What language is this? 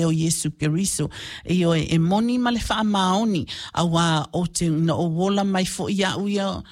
Samoan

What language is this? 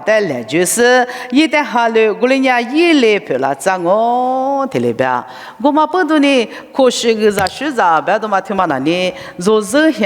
Lisu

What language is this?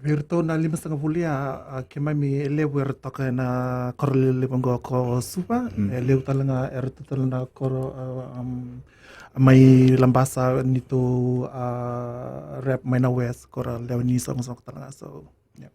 Fijian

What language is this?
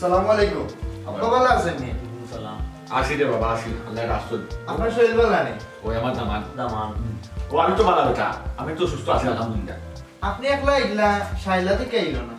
Sylheti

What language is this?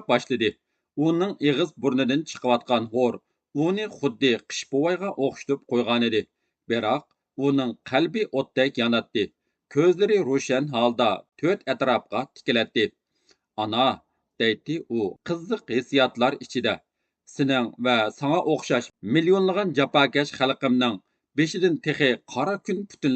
Uyghur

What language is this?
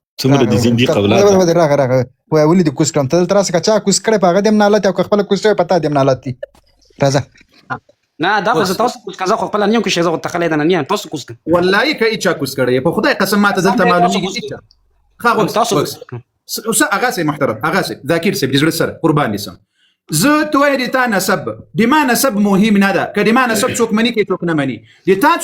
Pashto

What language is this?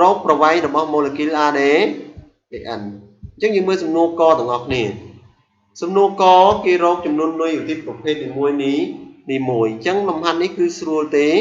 Khmer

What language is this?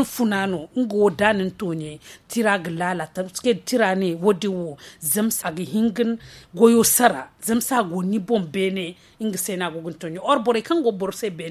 Zarma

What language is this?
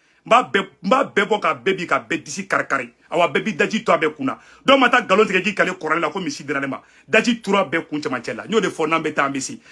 Bambara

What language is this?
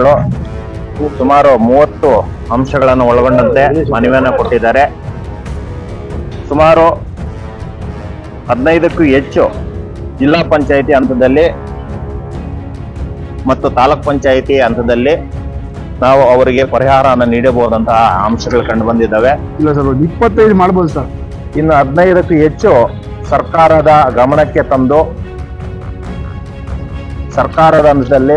Kannada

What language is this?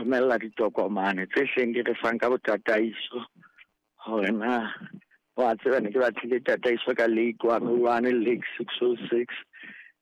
Southern Sotho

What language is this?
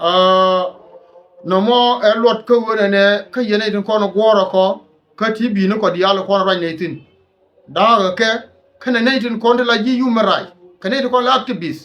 Nuer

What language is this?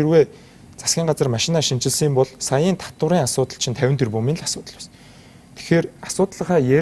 Mongolian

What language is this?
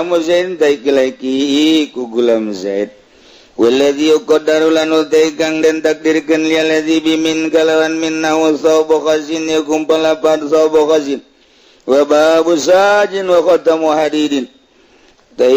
Sundanese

